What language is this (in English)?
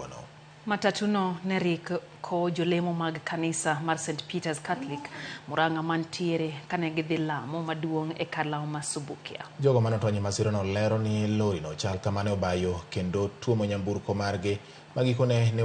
Luo (Kenya and Tanzania)